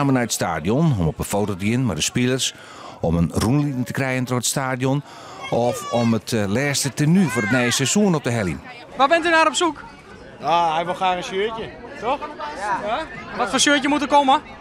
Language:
Western Frisian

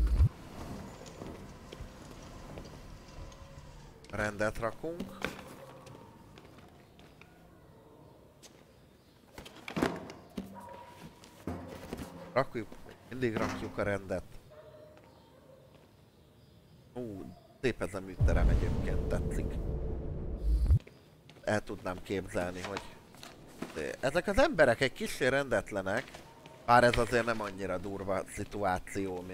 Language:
Hungarian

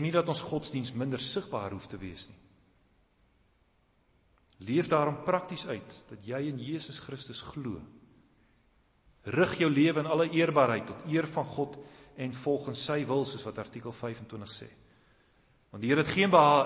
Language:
Afrikaans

